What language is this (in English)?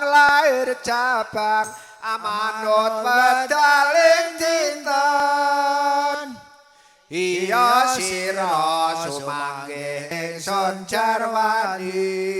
Javanese